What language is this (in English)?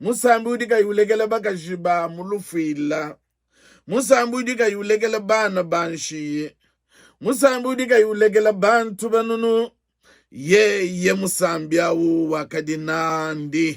Luba-Lulua